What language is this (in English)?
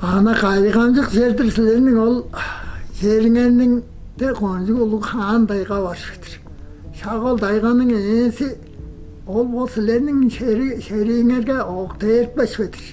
Tuvinian